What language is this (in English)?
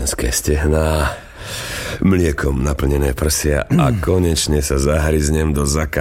Slovak